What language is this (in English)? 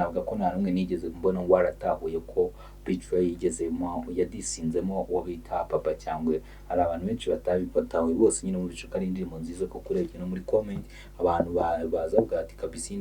Kinyarwanda